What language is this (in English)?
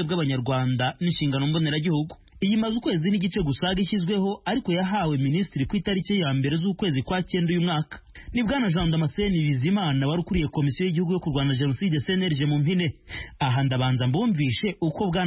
Kinyarwanda